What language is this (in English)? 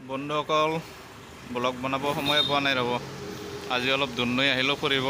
Assamese